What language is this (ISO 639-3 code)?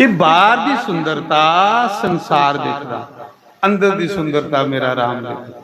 doi